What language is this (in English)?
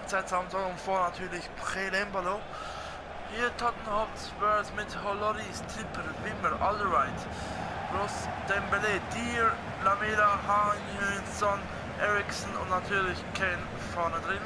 Swiss German